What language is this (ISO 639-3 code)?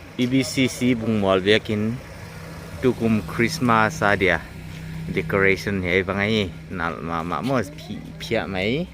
pck